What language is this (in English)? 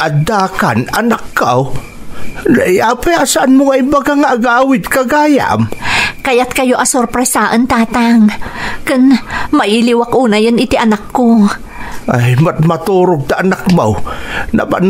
Iloko